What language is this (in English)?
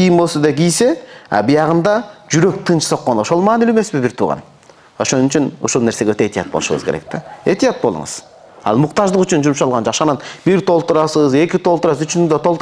Kyrgyz